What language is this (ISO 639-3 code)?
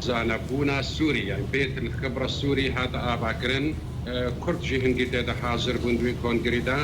kur